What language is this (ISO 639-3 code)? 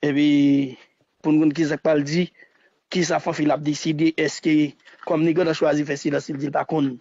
hat